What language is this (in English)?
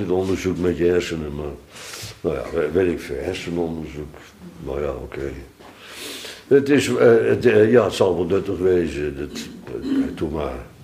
Dutch